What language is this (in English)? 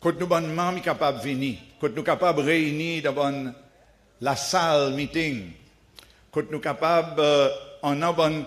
Seselwa Creole French